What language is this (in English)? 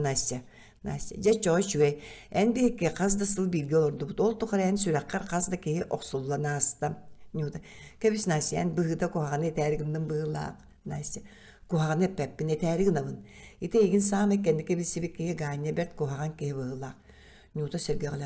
Yakut